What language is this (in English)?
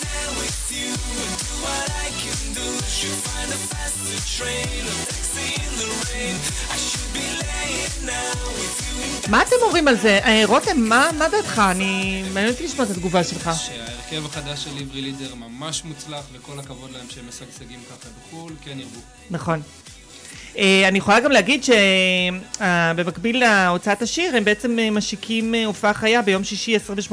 Hebrew